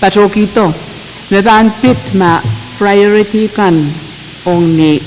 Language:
Pohnpeian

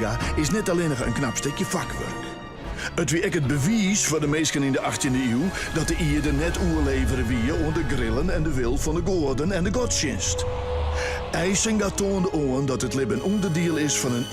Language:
Western Frisian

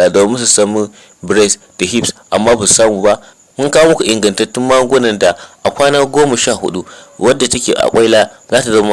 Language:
Hausa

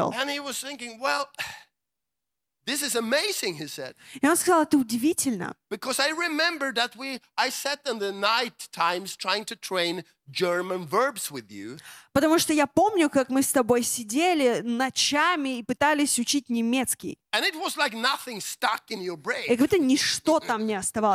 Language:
Russian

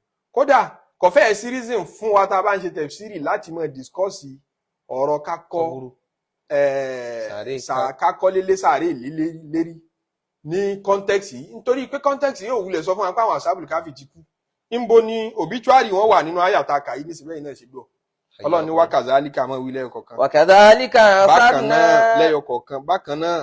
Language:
Yoruba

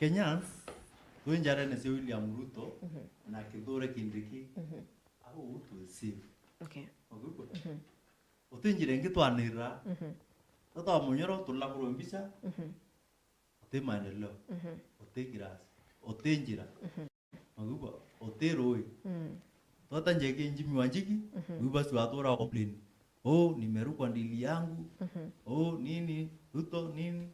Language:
Meru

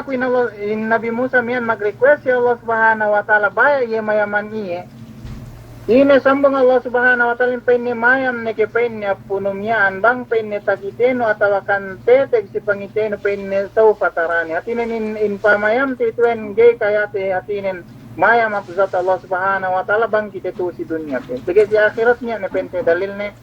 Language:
Yakan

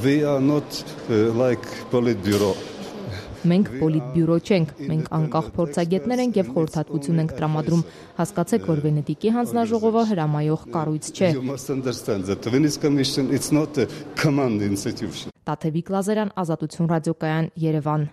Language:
Armenian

